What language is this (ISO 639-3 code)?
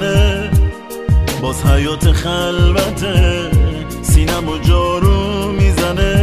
fas